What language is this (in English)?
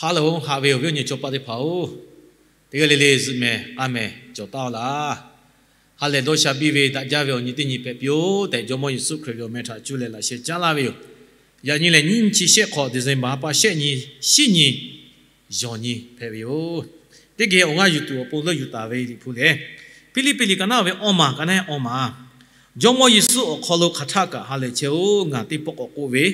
Lahu